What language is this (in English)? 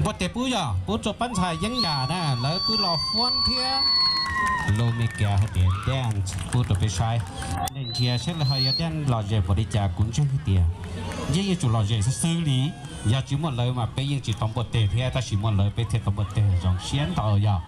Hmong